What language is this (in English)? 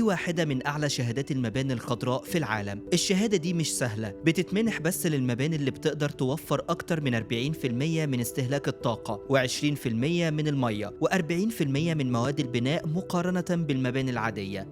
Egyptian Arabic